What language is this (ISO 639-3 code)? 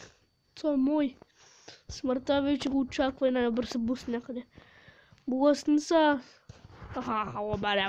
bul